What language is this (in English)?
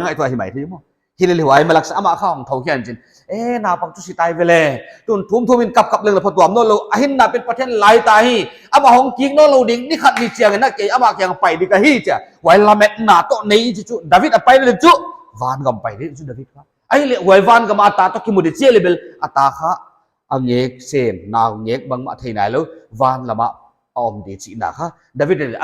Paite Chin